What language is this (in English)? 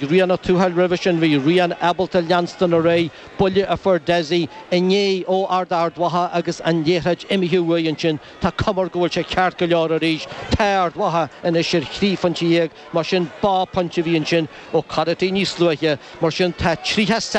Irish